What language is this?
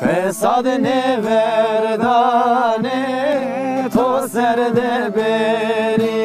Zaza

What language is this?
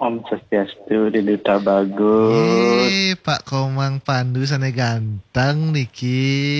Balinese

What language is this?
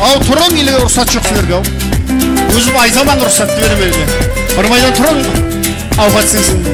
Kara-Kalpak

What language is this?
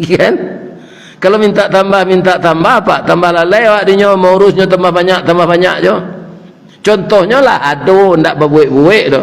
Minangkabau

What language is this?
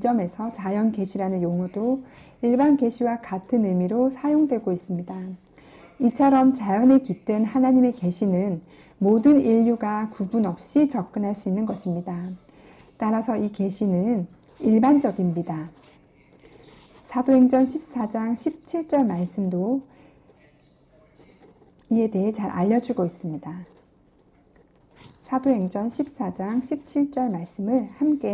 Korean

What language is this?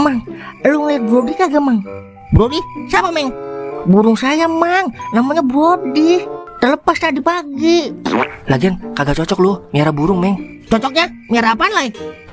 Betawi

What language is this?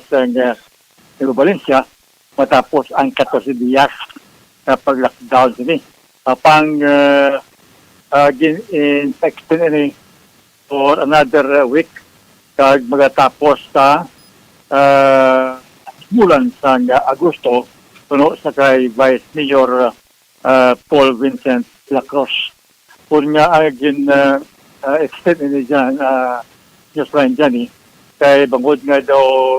Hiligaynon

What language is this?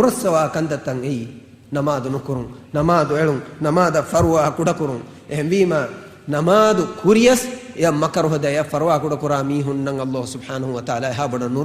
Divehi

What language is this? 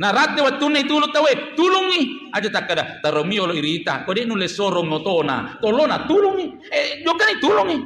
Buginese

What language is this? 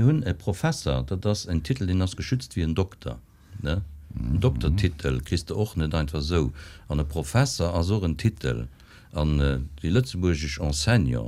Luxembourgish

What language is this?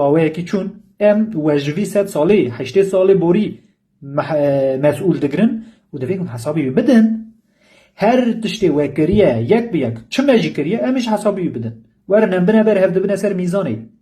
Kurdish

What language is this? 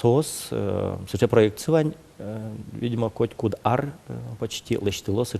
Udmurt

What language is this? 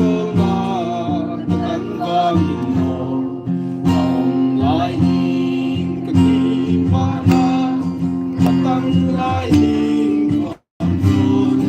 Paite Chin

